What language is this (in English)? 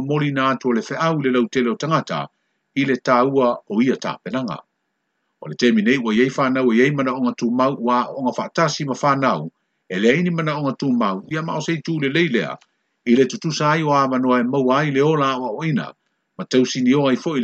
Samoan